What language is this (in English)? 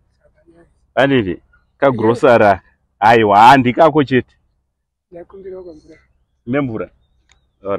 Shona